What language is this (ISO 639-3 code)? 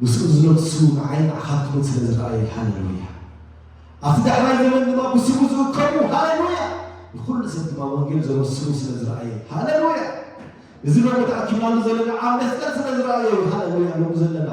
tir